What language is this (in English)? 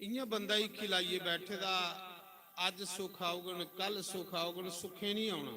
Dogri